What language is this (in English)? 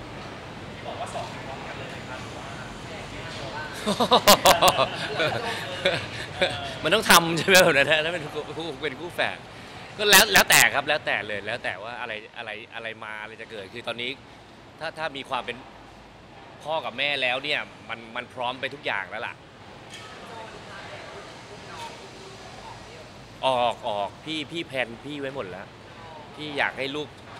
Thai